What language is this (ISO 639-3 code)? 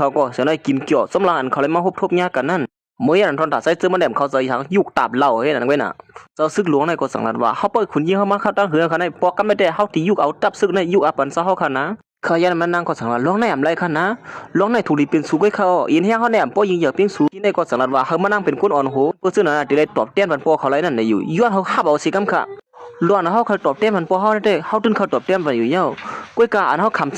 shn